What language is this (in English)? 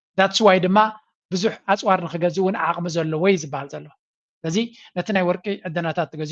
Tigrinya